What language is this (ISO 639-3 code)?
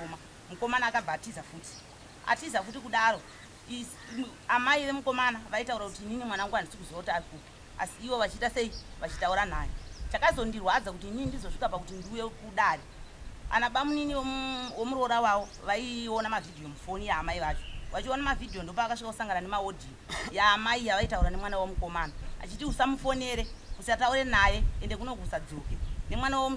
sna